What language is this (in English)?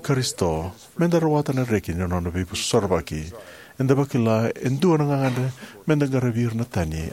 Fijian